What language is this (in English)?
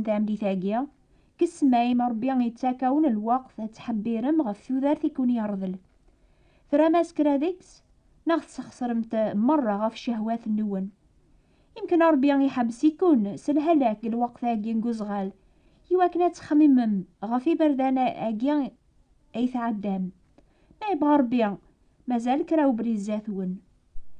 Kabyle